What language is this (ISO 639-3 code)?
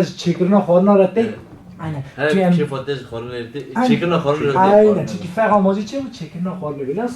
kur